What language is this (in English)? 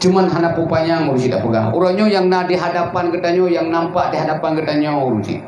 Achinese